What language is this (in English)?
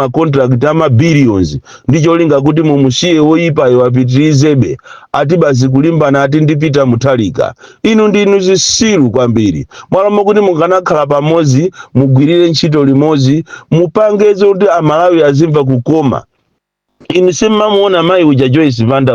Nyanja